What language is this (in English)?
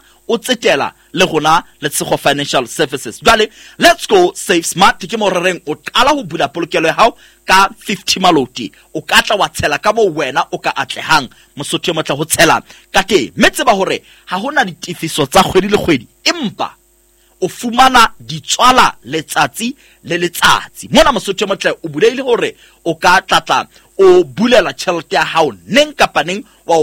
Southern Sotho